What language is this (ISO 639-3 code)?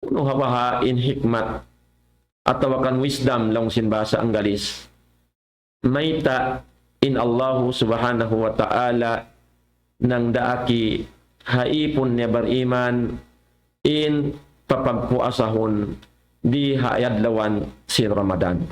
tsg